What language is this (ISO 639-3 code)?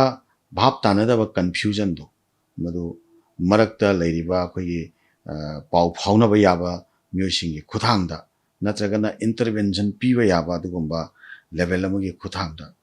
mni